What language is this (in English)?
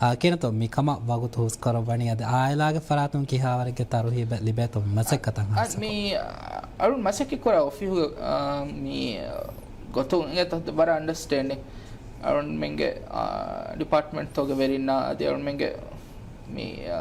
Divehi